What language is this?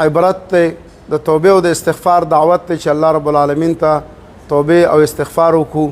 Pashto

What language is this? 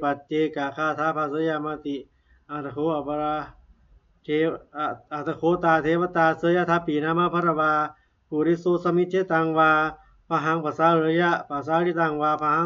Pali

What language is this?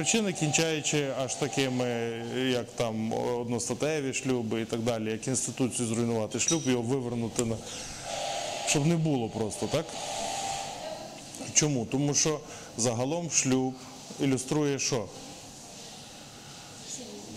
Ukrainian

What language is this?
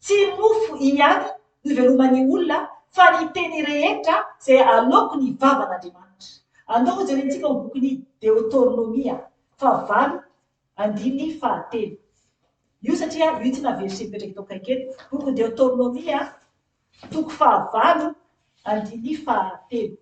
Malagasy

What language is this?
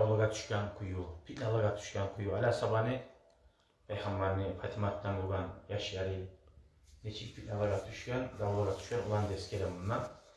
Kumyk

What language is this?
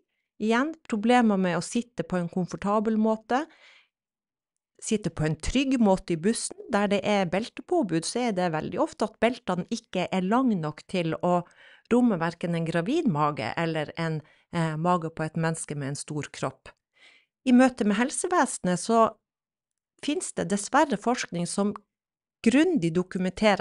Norwegian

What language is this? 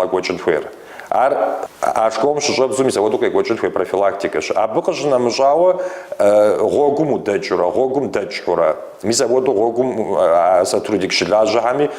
Kabardian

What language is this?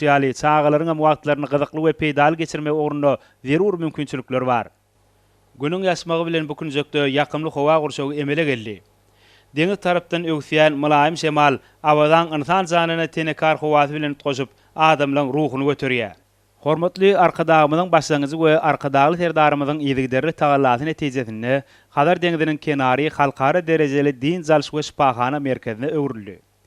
Turkmen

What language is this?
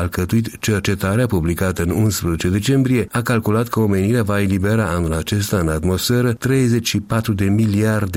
Romanian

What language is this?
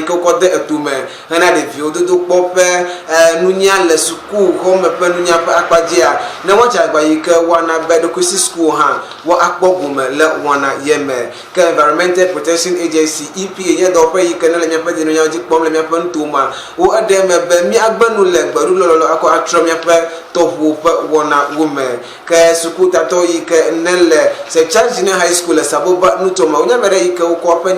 Ewe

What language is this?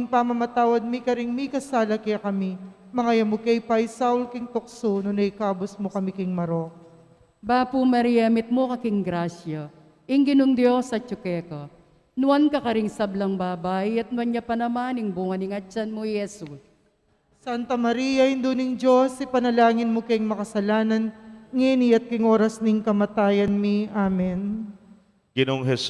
Pampanga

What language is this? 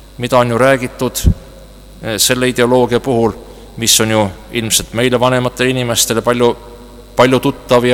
Estonian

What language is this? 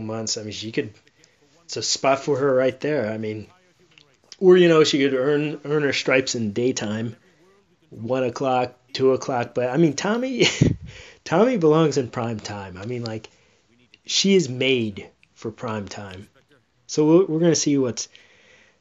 English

